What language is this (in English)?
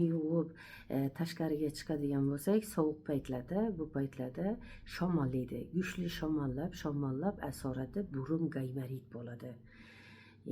Uzbek